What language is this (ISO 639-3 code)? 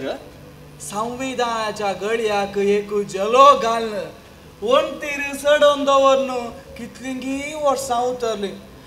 kok